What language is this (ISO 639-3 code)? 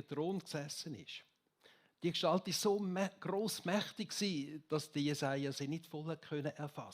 gsw